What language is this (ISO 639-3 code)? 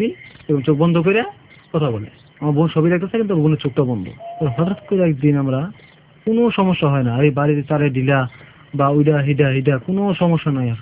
ben